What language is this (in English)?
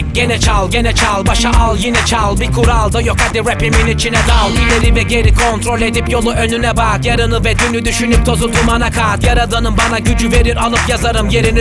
Turkish